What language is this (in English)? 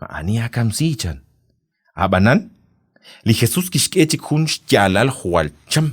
Kekchí